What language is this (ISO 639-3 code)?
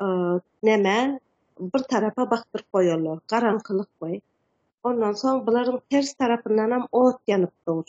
tuk